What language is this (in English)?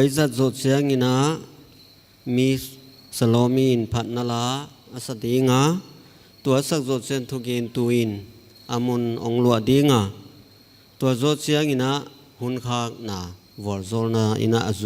Paite Chin